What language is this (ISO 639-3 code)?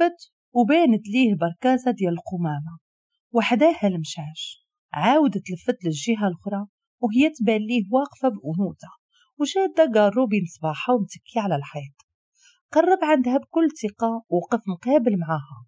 ary